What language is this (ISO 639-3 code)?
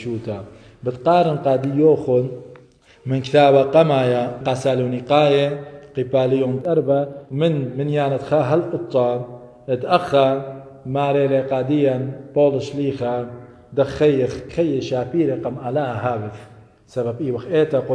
aii